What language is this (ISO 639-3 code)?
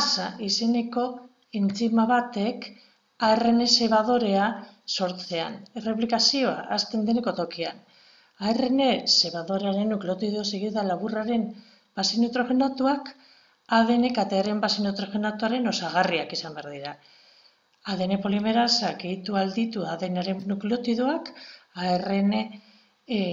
eus